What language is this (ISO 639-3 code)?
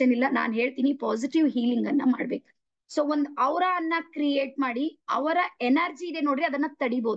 kan